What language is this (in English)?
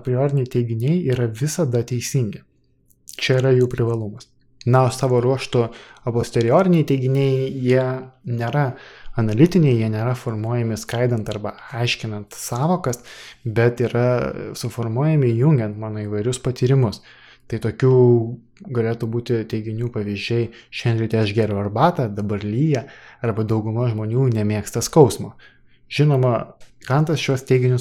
Lithuanian